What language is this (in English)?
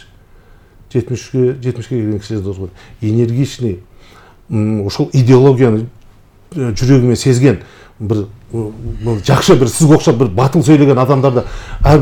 Kyrgyz